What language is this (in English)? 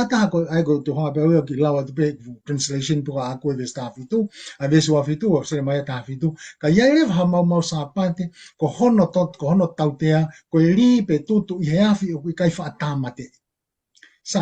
Tongan